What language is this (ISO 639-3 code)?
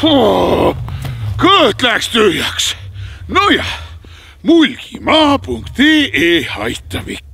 est